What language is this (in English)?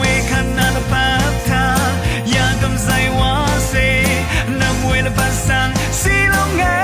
Rawang